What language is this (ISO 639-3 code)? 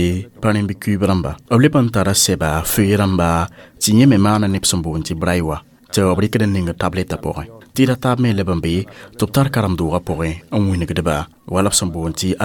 mos